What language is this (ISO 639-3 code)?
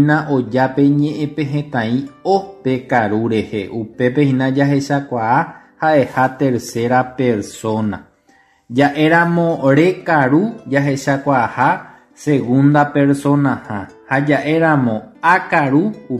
grn